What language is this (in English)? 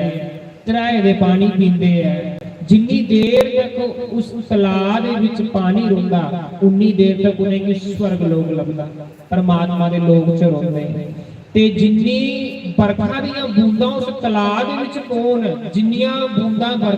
Dogri